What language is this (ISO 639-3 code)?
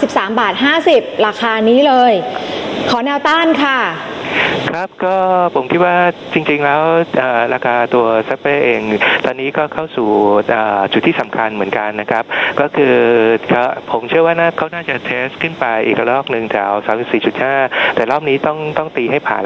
tha